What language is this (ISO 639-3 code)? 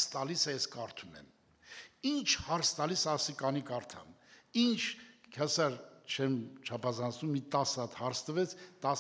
hye